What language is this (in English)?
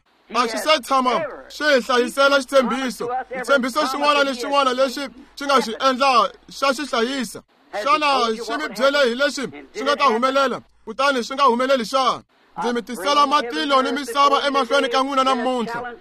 Tsonga